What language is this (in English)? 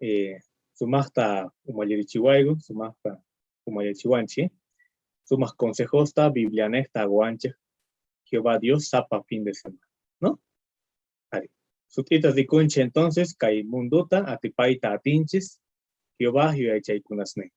South Bolivian Quechua